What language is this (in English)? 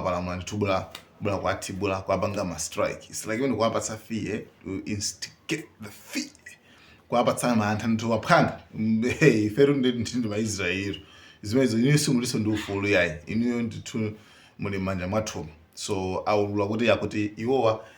Nyanja